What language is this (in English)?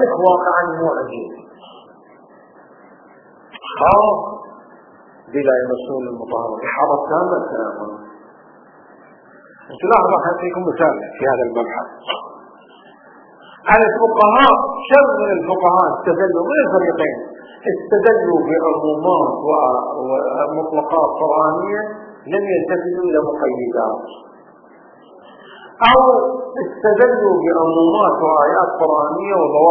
Arabic